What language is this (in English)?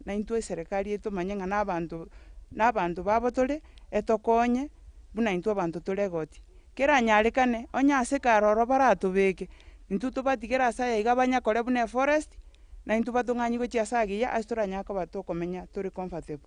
Gusii